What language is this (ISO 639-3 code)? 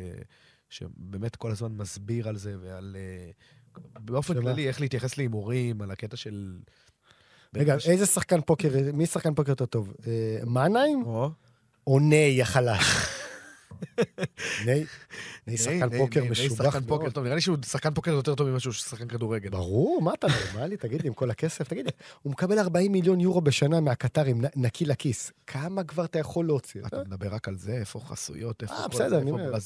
heb